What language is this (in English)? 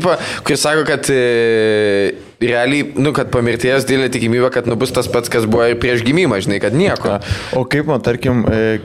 Lithuanian